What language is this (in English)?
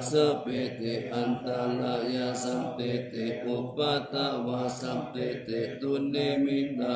Pali